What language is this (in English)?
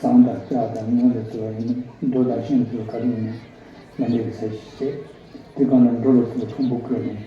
Tibetan